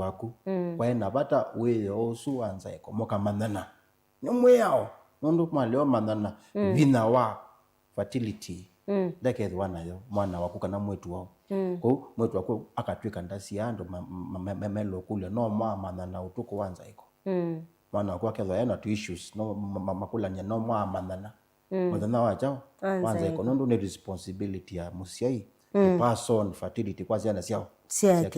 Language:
Kamba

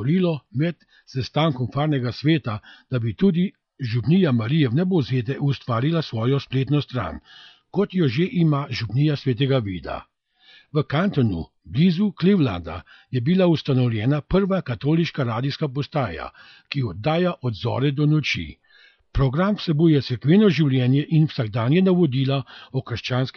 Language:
Slovenian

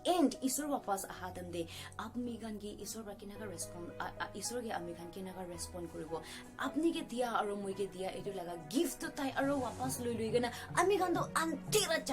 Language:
Naga Pidgin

